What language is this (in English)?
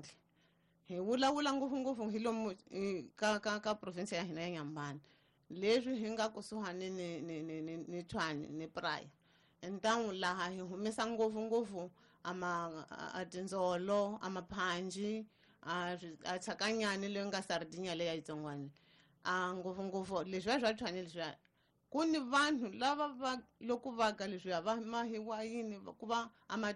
Tsonga